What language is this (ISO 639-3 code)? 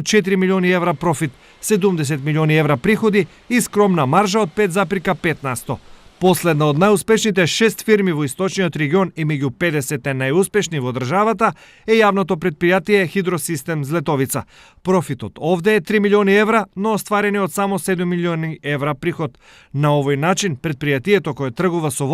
mkd